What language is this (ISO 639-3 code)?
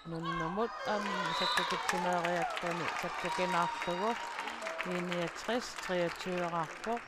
kal